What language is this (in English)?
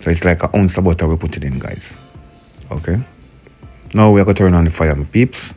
Jamaican Creole English